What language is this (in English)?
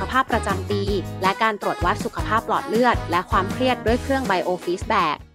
Thai